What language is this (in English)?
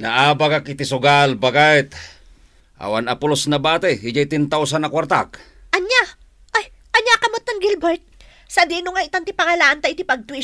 Iloko